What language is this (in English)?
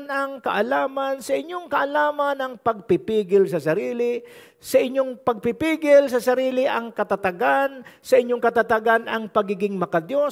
Filipino